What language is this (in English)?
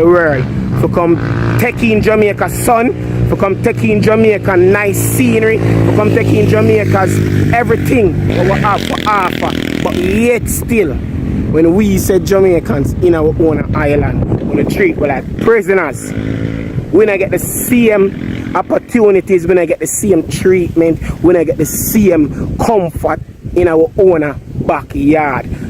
Jamaican Creole English